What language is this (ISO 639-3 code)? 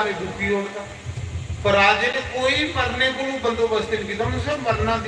doi